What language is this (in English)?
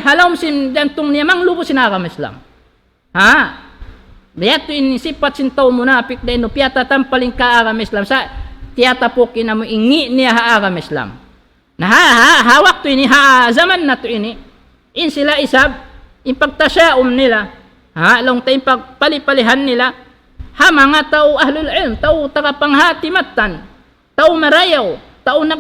Tausug